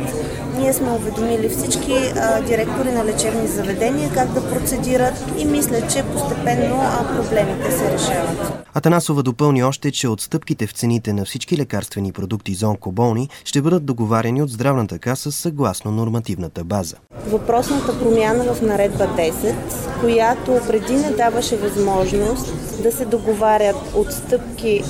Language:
Bulgarian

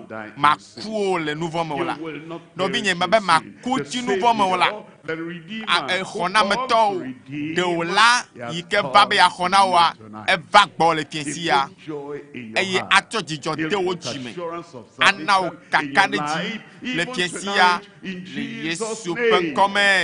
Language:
Ewe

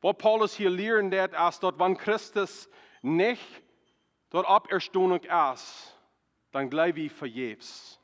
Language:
Plautdietsch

